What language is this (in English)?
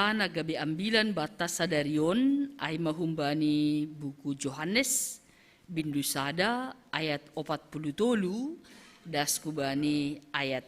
Batak Simalungun